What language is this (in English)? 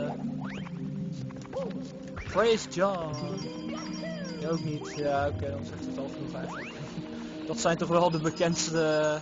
Dutch